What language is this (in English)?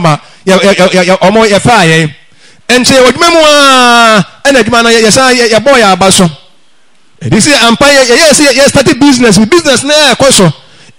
Akan